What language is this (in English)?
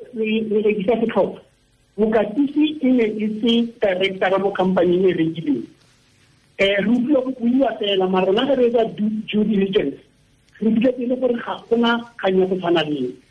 Tswana